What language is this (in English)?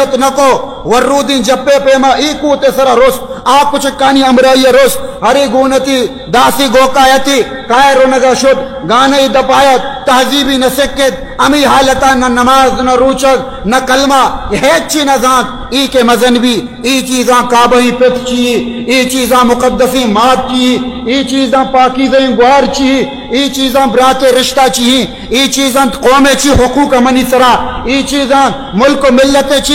Baluchi